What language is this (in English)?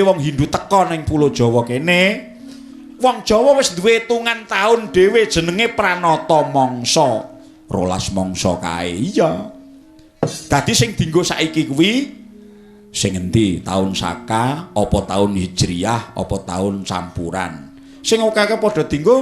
Javanese